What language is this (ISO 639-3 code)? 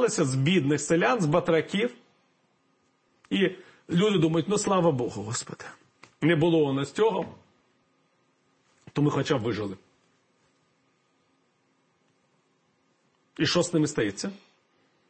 ukr